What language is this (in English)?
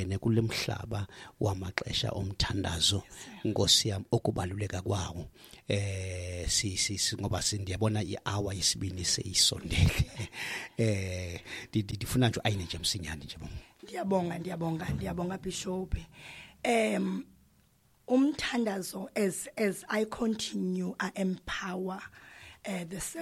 Xhosa